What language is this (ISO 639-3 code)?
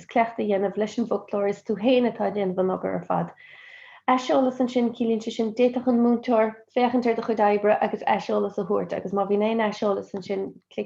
gle